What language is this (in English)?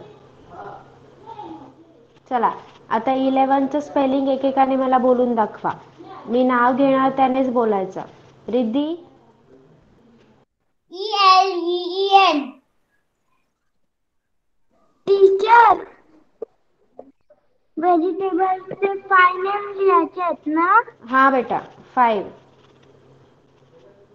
Marathi